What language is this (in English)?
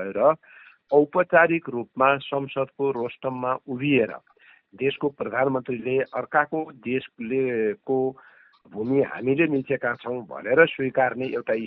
Nepali